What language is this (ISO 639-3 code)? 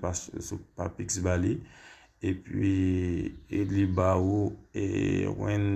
hat